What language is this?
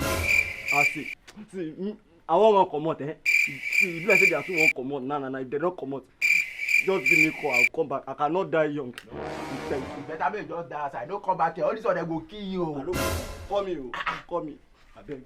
Nigerian Pidgin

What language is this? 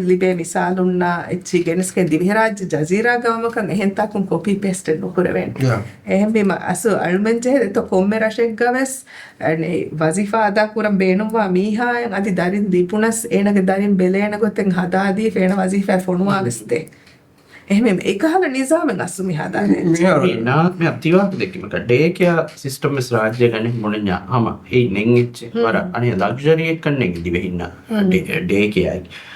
Divehi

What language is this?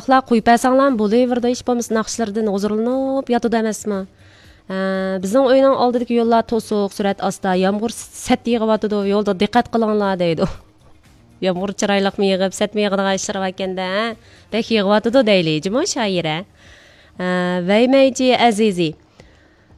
Uyghur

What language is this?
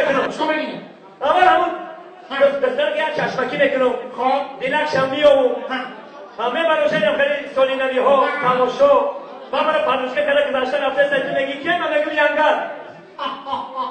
Tajik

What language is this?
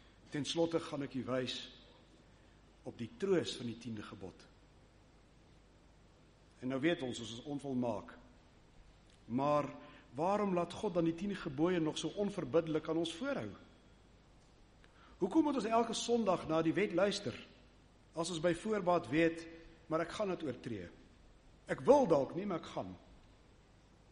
Afrikaans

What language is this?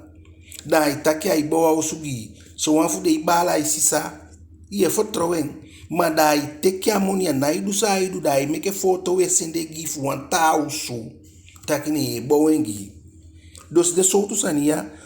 Eastern Maroon Creole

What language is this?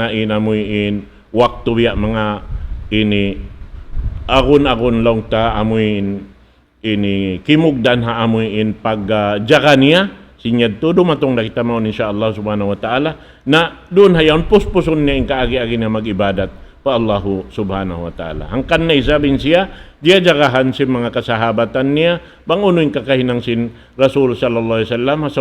Tausug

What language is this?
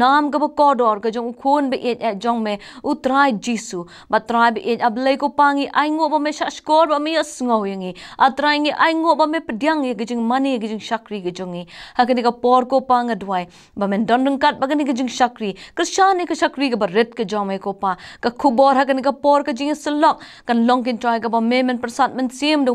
Khasi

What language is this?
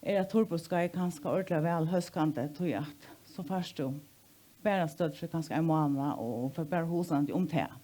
Faroese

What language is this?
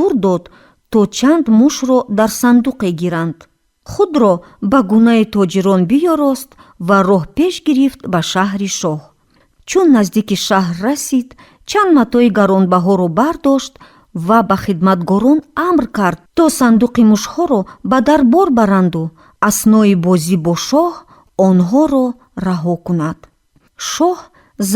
Tajik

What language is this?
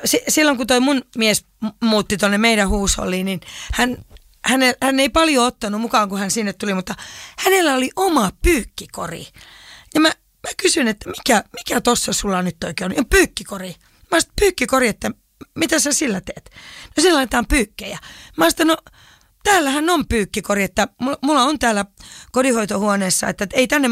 Finnish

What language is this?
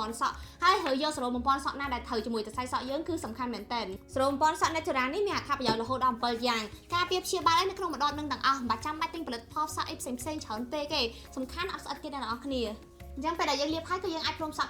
Khmer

